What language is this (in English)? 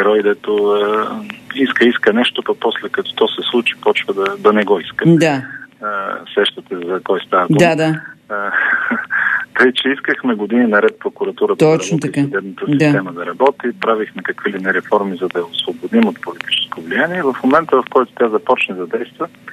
Bulgarian